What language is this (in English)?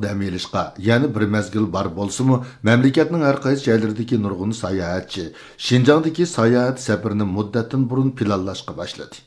Uyghur